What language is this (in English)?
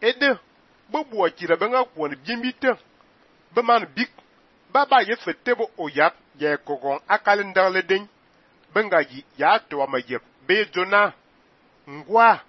Fang